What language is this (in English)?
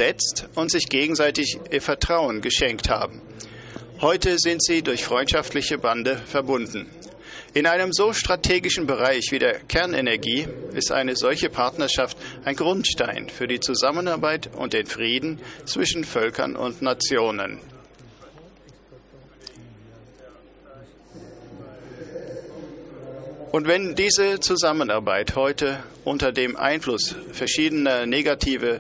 German